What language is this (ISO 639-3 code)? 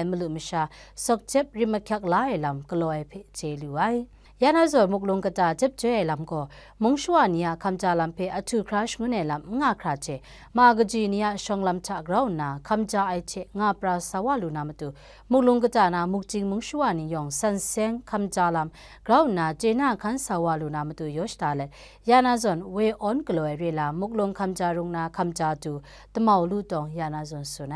kac